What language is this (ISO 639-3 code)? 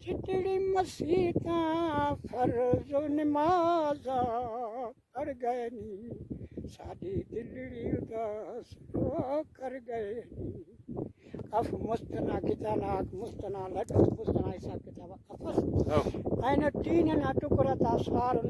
brh